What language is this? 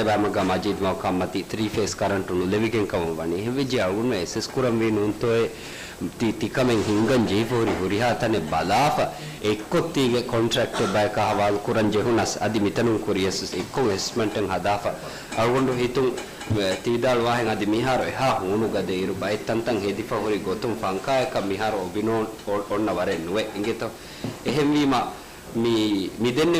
Divehi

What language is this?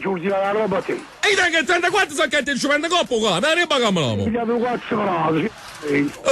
Neapolitan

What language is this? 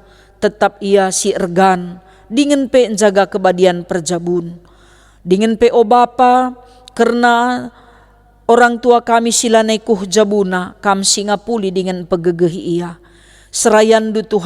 Batak Karo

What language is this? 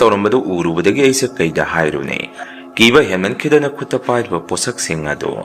Manipuri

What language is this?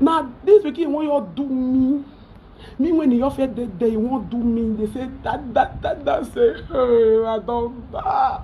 Nigerian Pidgin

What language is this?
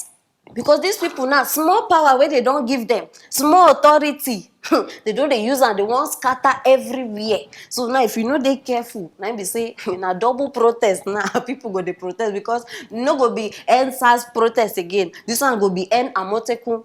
Nigerian Pidgin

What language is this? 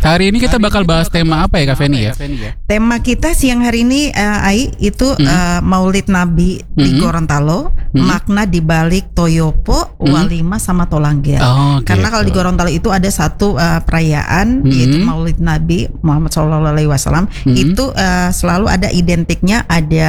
Indonesian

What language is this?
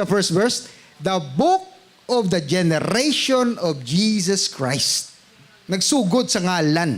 Hiligaynon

